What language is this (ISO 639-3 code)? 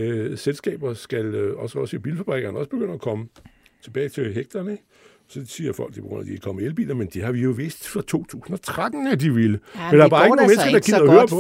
dan